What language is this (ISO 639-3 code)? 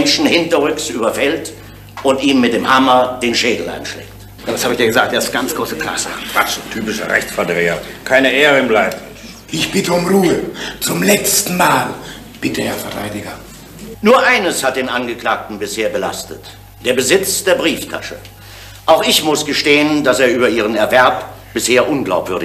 deu